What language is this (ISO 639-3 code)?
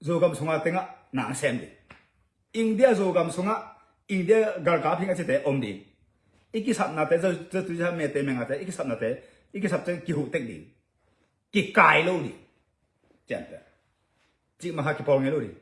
ctd